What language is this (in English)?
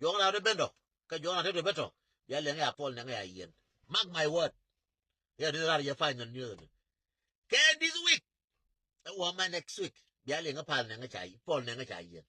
Nuer